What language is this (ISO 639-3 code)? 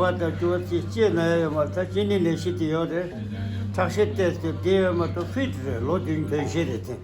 bod